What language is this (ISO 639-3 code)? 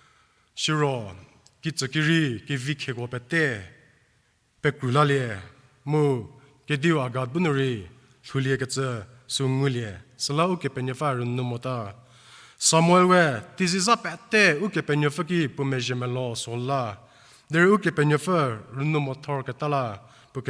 njm